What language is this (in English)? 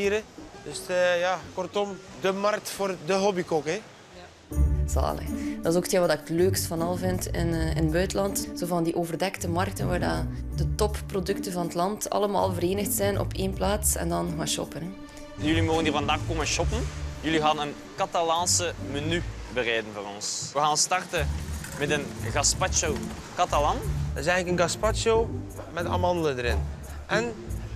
Dutch